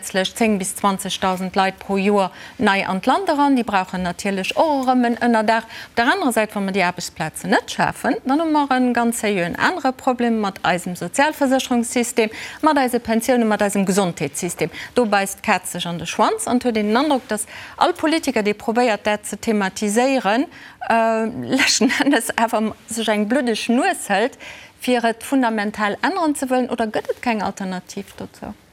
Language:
Luxembourgish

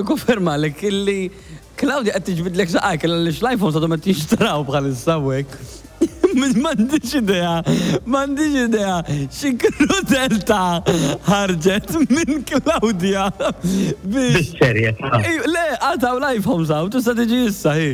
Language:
Maltese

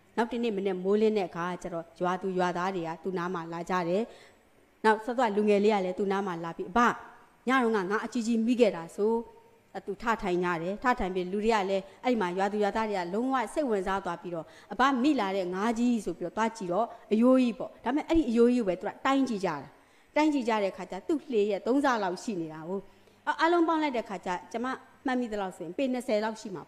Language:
Burmese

